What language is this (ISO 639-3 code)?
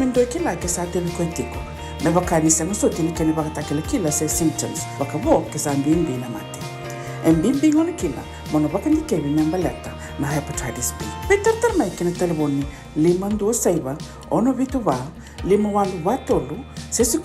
fij